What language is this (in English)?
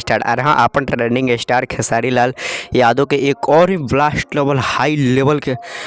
Bhojpuri